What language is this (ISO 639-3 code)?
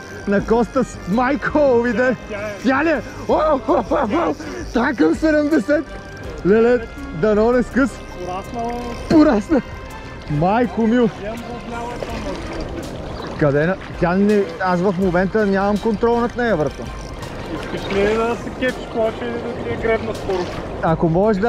bul